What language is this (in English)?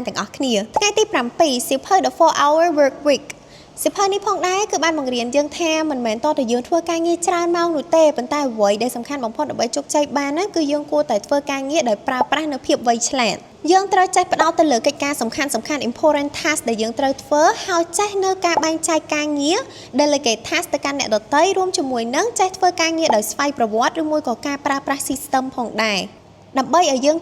Khmer